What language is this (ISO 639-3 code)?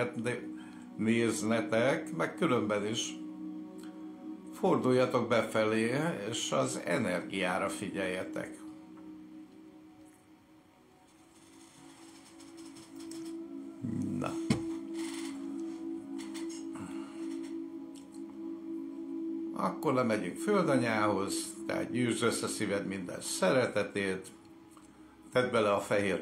hun